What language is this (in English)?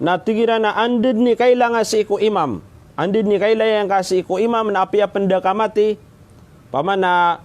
Maranao